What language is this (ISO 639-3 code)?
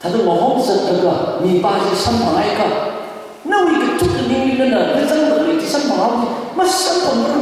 nmf